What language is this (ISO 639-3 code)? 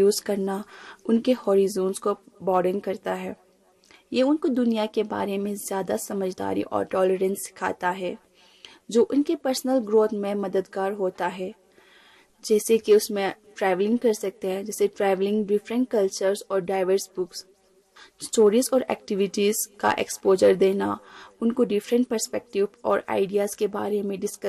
urd